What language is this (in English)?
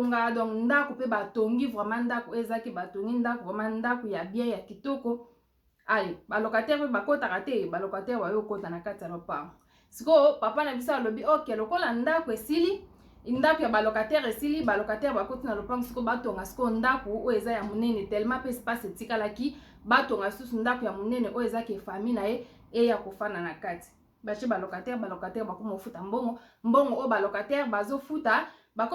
Lingala